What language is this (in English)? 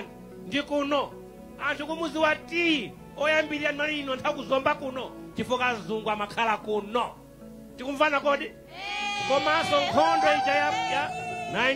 Nyanja